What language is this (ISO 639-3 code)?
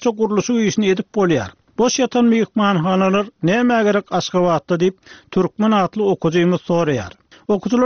tuk